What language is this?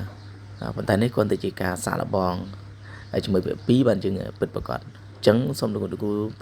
Khmer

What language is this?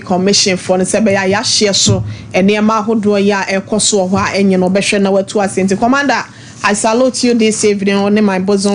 Akan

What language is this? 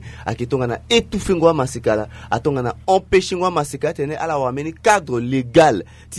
Sango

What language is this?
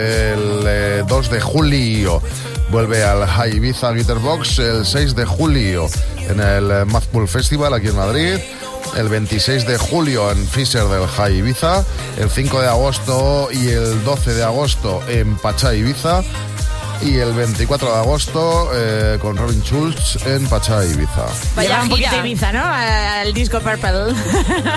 Spanish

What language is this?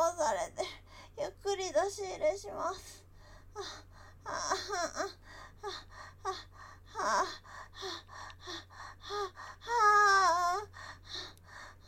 Japanese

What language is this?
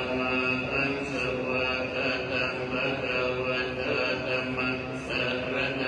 Pali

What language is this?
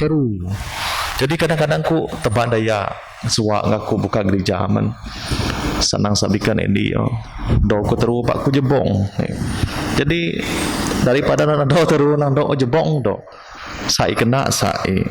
Biatah Bidayuh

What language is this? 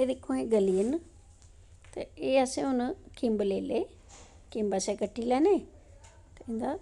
Dogri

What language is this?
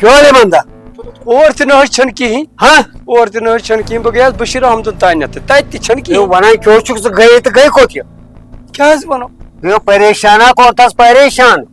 Kashmiri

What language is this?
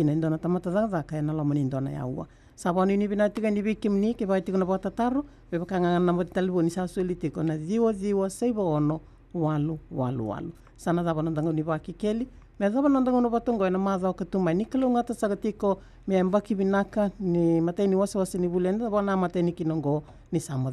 Fijian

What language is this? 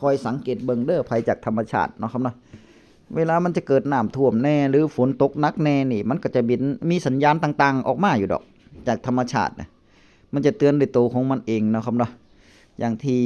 Northeastern Thai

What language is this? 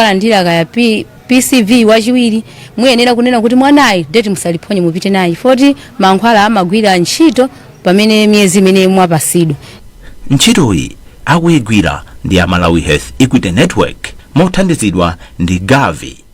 Nyanja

